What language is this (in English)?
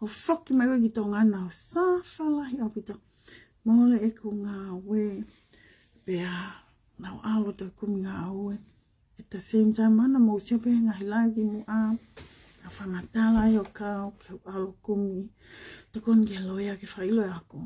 Tongan